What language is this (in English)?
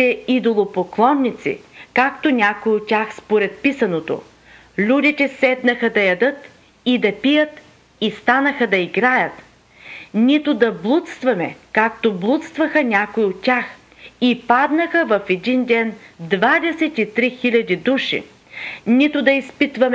Bulgarian